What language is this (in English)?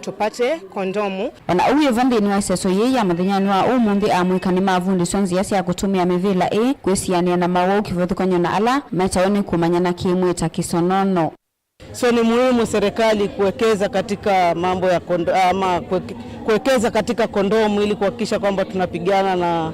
Kamba